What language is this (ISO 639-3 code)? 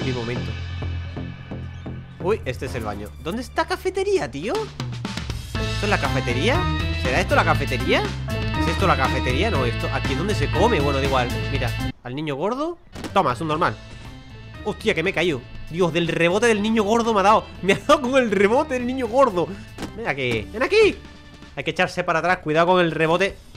spa